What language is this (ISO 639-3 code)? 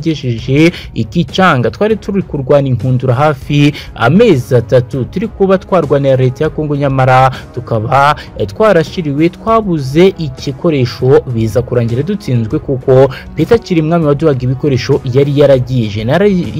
kin